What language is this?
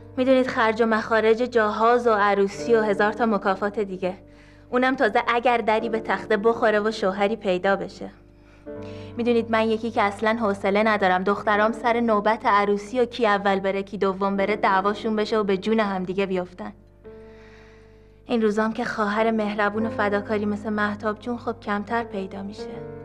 Persian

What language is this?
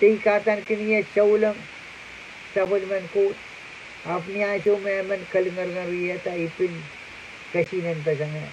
Pohnpeian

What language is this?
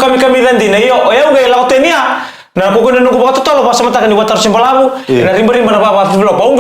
Fijian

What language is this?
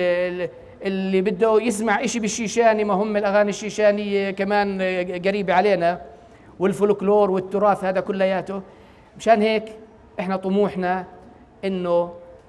North Levantine Arabic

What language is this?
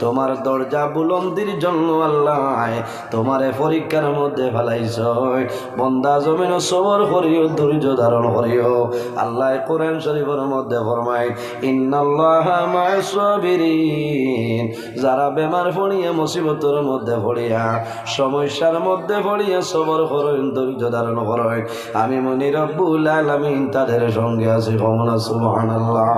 Sylheti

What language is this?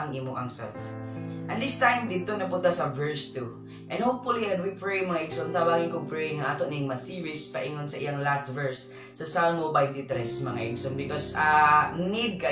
Cebuano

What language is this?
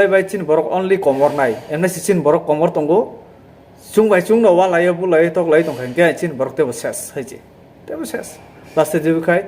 Kok Borok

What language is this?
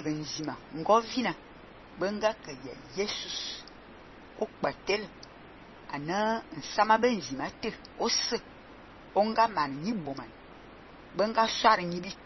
Fang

